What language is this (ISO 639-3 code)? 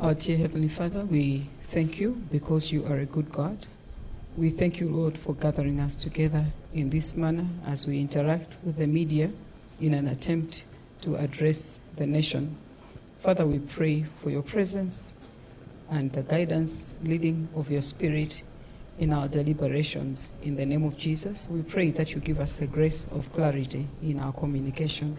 nya